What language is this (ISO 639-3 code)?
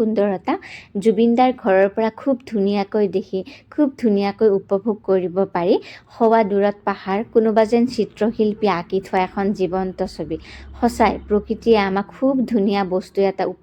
asm